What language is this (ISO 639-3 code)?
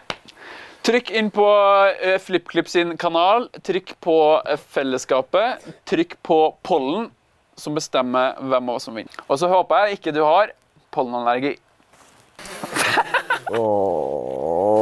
nor